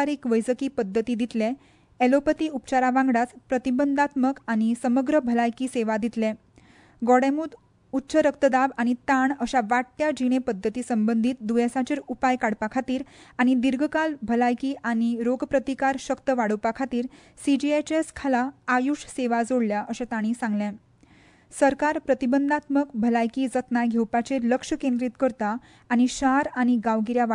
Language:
Konkani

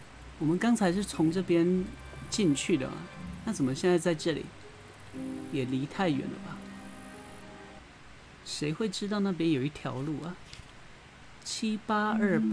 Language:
Chinese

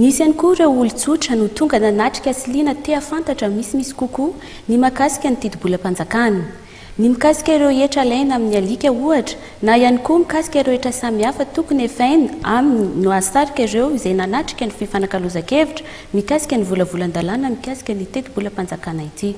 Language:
Malagasy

